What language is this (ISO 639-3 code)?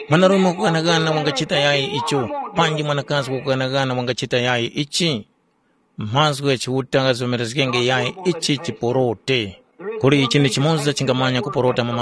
tum